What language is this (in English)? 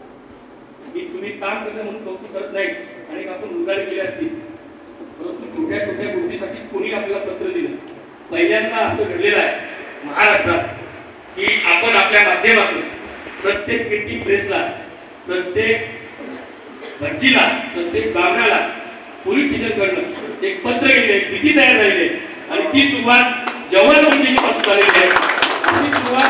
Marathi